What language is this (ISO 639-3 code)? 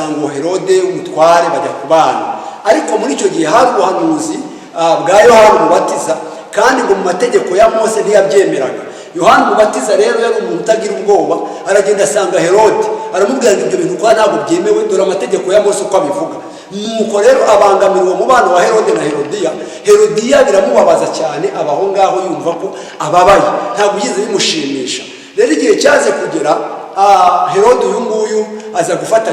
kin